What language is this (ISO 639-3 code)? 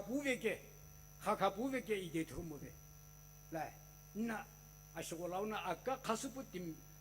nsm